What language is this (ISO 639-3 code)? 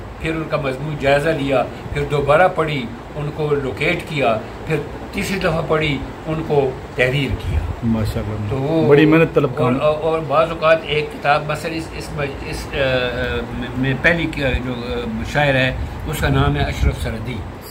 urd